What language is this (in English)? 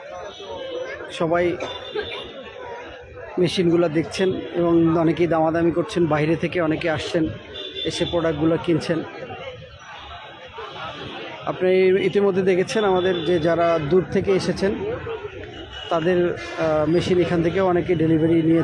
Bangla